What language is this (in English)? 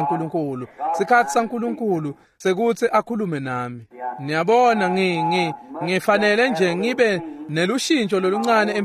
Swati